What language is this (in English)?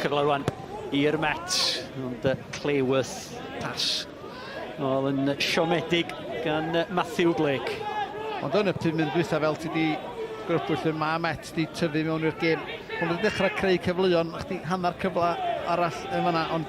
Welsh